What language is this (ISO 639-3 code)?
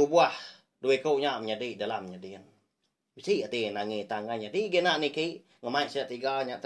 iba